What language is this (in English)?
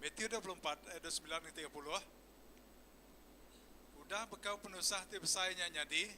Iban